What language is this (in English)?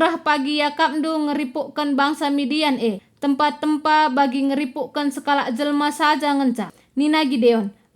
Batak Karo